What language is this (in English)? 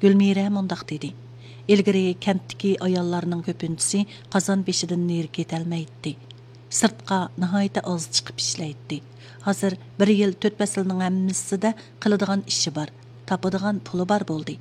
Uyghur